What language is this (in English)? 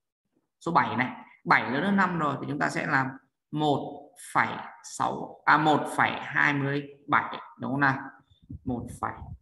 Vietnamese